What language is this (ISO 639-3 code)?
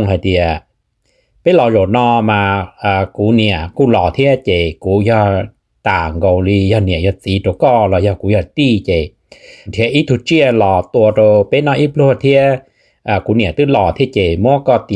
hmn